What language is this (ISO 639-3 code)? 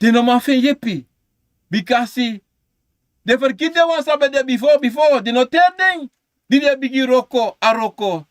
srn